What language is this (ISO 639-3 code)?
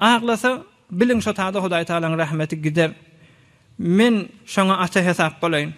tuk